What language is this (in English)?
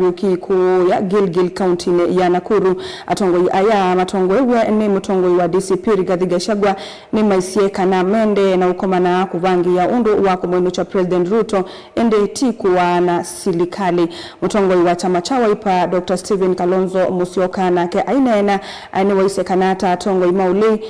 Kamba